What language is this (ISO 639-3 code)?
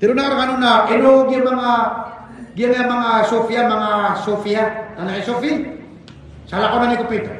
mrw